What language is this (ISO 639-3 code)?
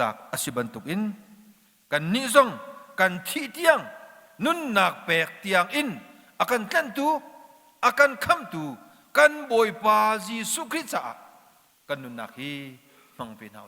cnh